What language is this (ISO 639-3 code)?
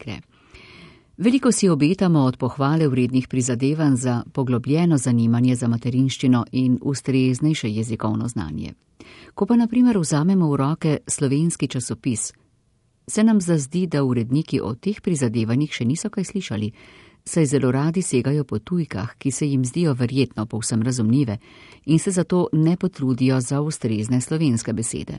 slv